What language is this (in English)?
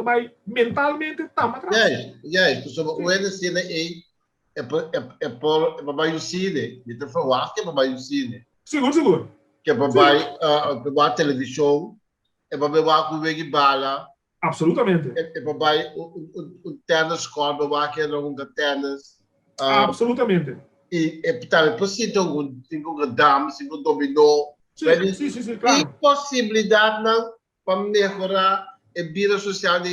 Papiamento